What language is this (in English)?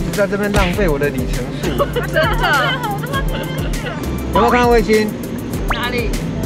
Chinese